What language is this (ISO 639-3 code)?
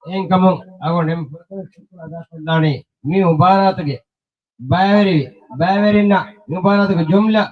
div